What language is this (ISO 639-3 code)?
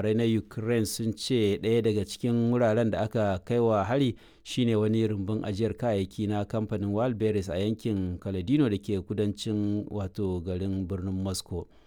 hau